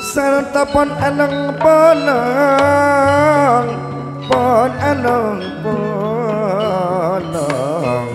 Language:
Madurese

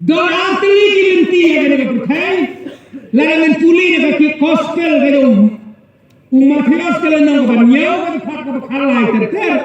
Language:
Khasi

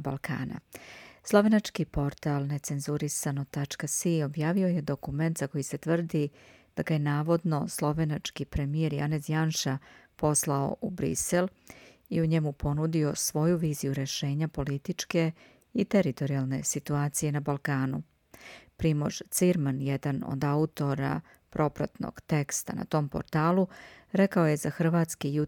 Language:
Serbian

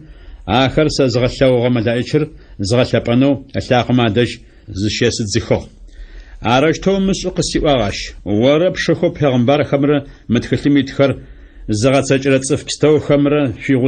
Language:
Adyghe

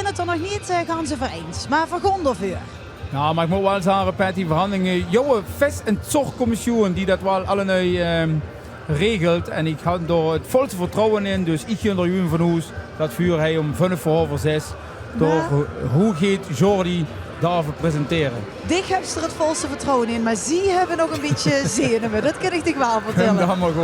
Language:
Limburgish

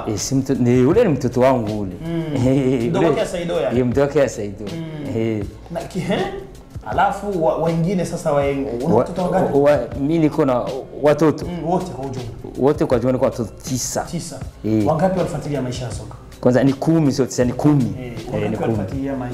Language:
Swahili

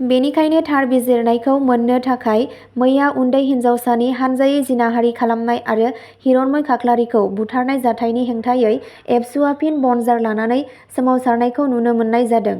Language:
Bodo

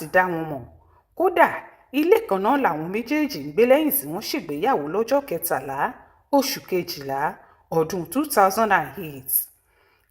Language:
Yoruba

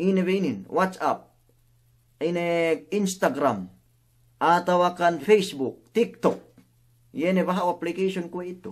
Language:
Yakan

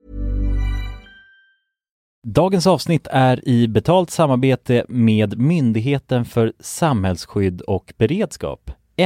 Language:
Swedish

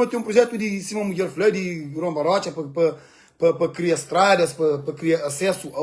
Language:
Kabuverdianu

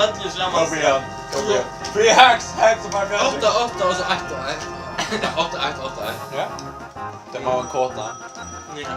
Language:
Faroese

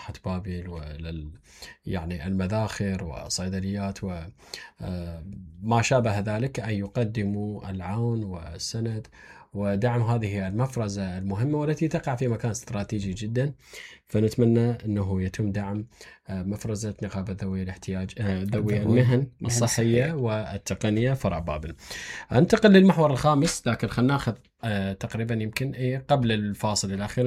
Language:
Mesopotamian Arabic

